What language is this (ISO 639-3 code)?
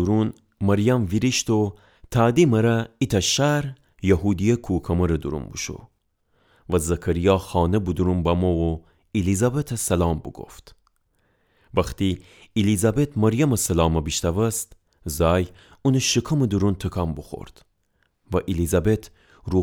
glk